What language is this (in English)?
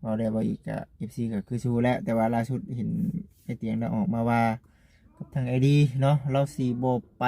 Lao